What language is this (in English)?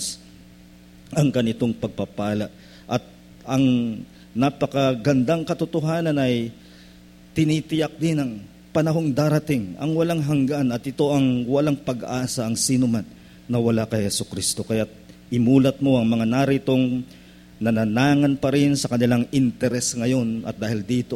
Filipino